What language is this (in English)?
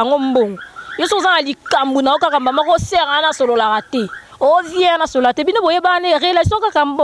Lingala